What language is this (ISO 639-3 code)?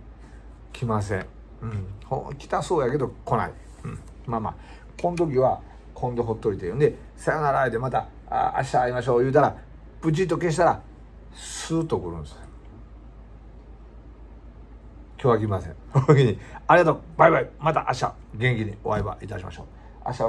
jpn